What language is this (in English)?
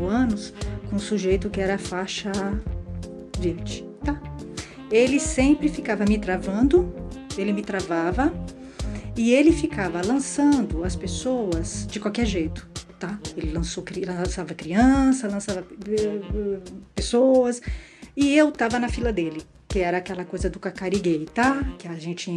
Portuguese